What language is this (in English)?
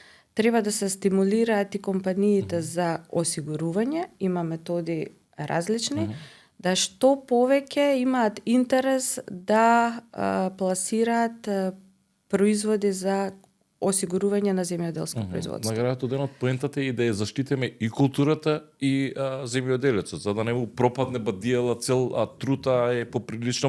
Macedonian